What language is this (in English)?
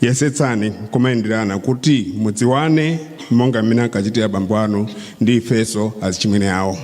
Nyanja